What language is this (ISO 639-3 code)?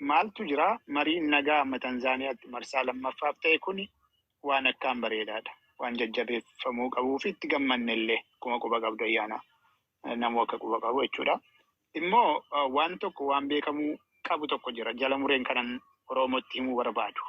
orm